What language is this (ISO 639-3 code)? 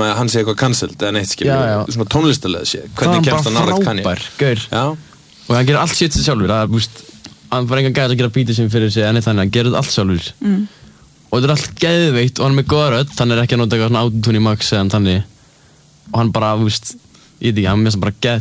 isl